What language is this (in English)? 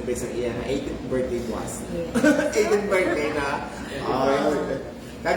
Hiligaynon